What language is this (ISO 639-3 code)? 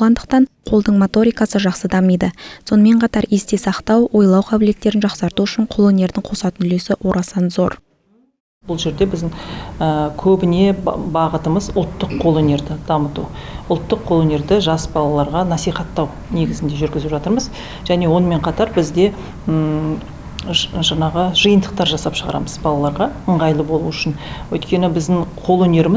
kaz